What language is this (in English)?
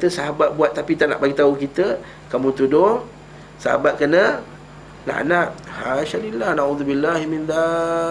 Malay